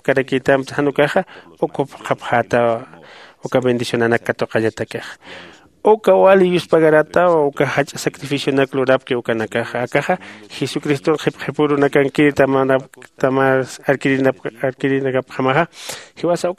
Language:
Aymara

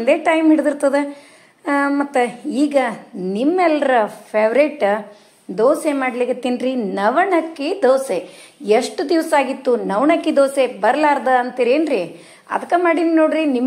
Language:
Kannada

